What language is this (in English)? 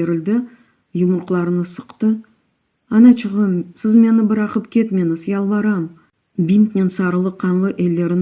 Crimean Tatar